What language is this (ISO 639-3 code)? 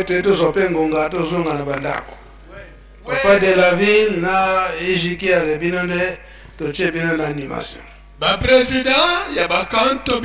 lin